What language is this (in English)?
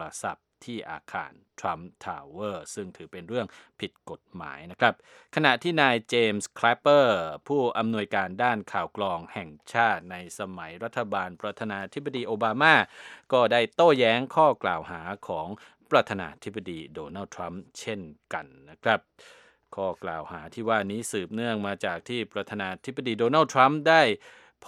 Thai